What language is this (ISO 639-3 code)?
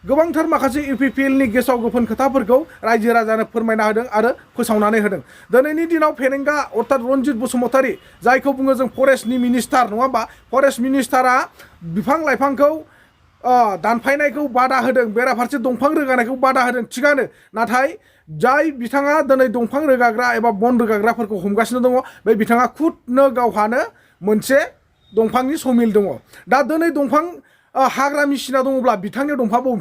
brx